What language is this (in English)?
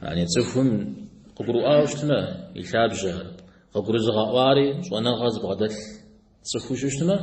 Kabardian